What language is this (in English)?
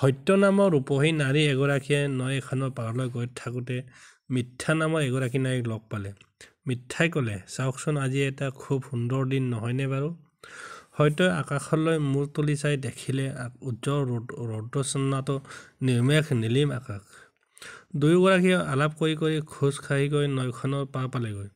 Assamese